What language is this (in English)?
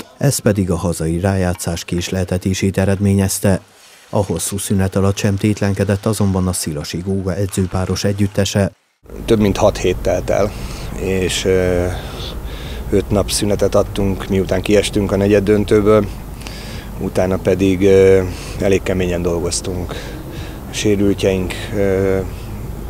Hungarian